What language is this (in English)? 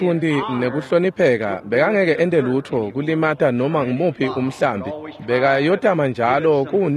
Swati